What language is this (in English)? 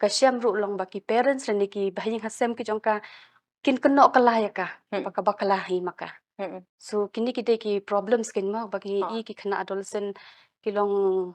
Khasi